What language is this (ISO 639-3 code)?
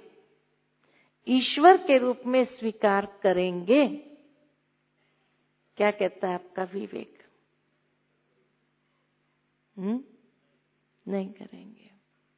hin